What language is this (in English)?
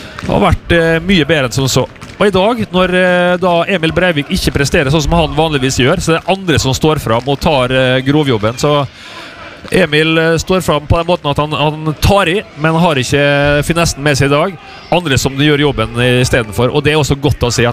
Norwegian